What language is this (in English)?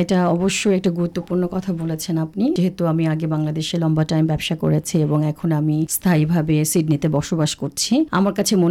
Bangla